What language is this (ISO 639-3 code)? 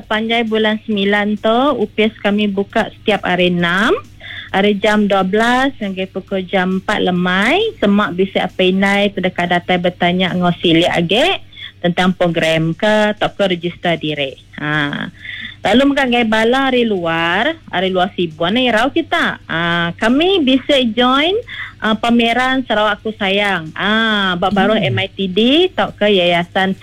iba